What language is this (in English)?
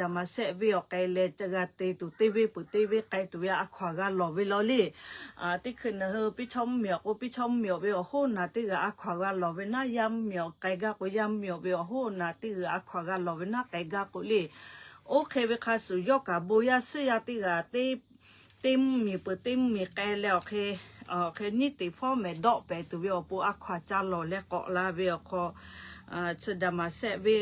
Lahu